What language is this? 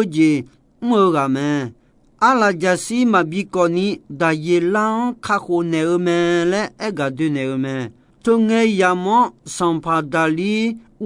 Akha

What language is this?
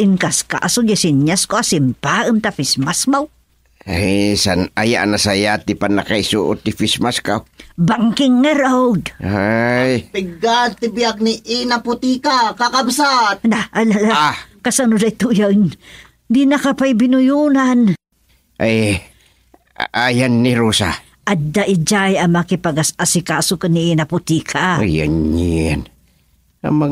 Iloko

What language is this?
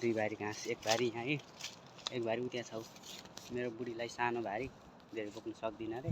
Nepali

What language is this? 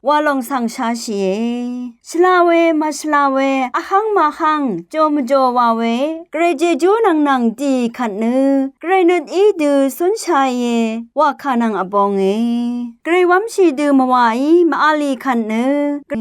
Rawang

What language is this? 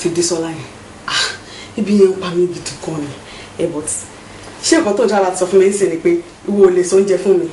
Yoruba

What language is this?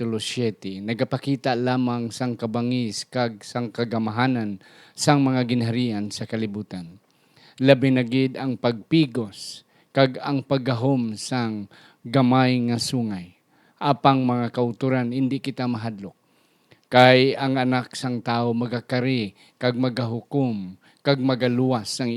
Hiligaynon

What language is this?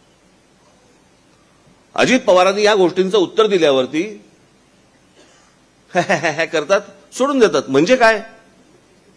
Marathi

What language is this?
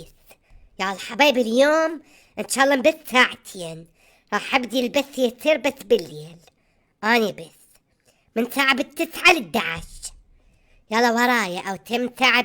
Mesopotamian Arabic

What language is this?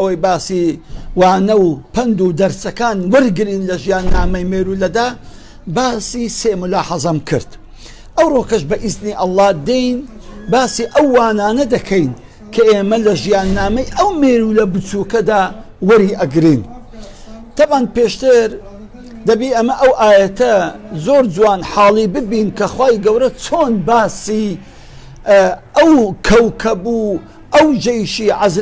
Central Kurdish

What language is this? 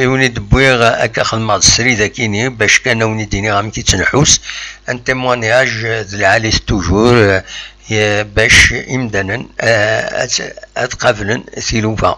Kabyle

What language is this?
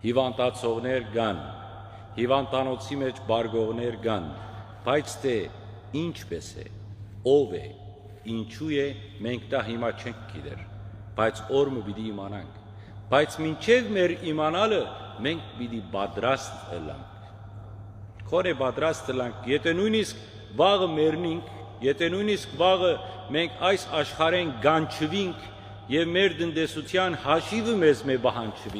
Western Armenian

